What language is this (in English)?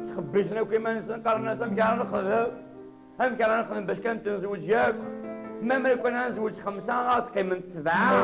Kabyle